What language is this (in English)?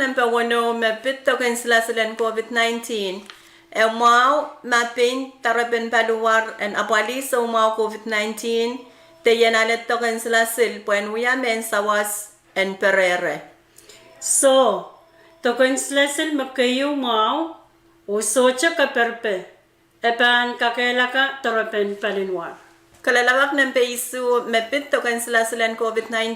Pohnpeian